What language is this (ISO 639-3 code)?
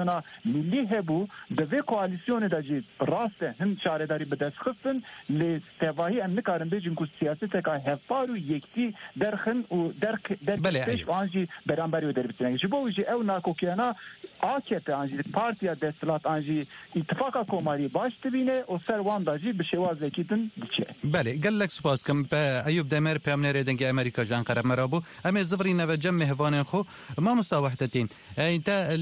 kur